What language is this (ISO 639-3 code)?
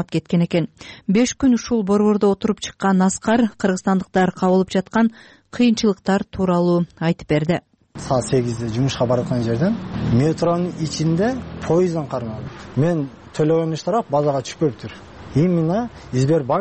kir